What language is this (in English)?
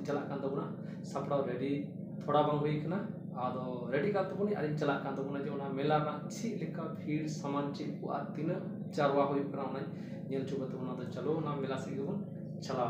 Santali